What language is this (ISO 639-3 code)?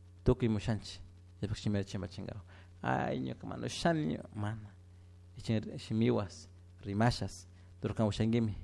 qug